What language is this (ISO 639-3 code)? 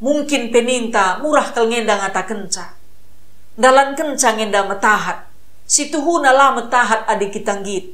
btx